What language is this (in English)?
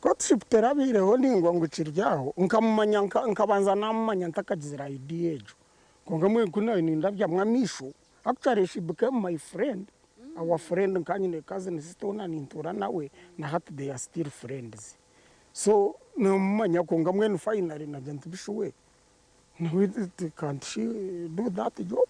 Nyankole